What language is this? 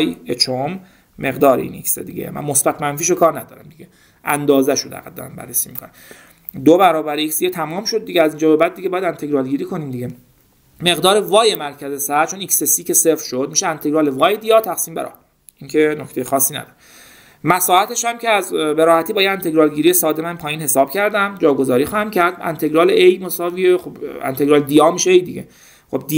Persian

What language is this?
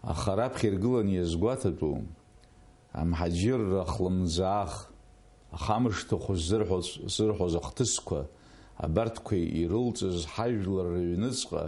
Abkhazian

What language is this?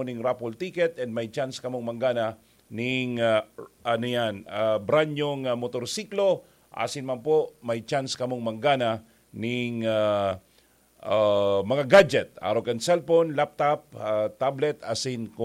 Bikol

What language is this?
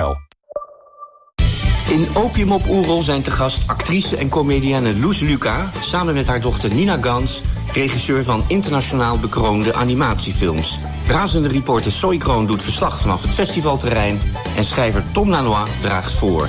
Dutch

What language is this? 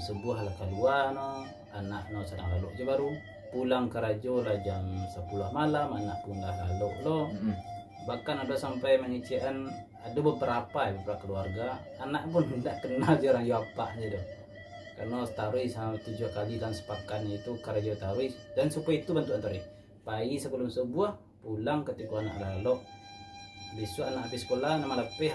Minangkabau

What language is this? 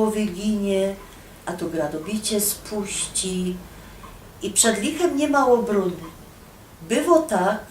Silesian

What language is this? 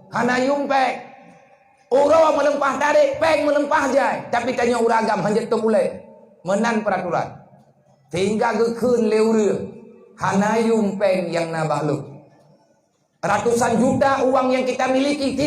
Achinese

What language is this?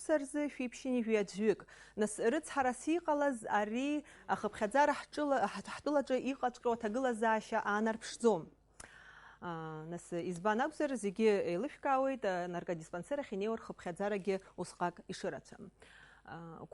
Abkhazian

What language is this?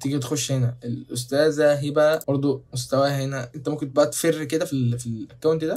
Egyptian Arabic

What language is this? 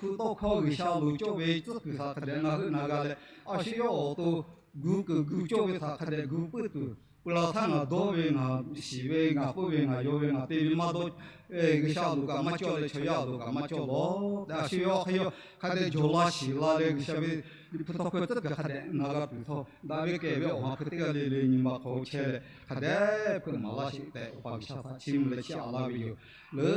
Lahu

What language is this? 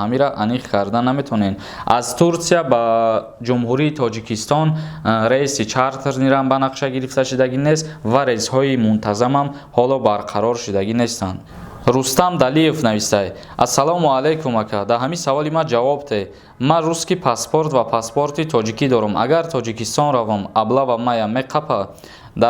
Tajik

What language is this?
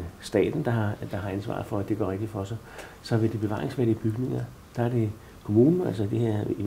Danish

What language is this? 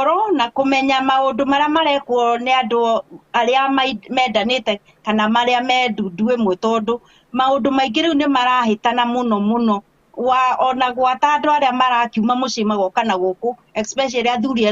Kikuyu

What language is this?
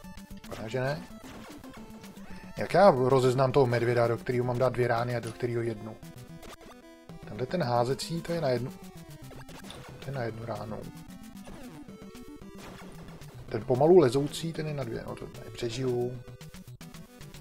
Czech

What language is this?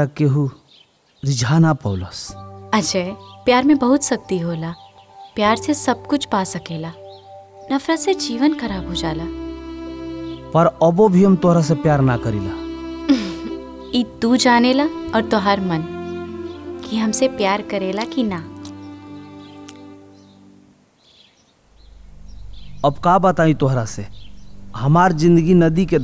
Bhojpuri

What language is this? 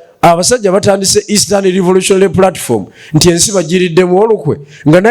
Ganda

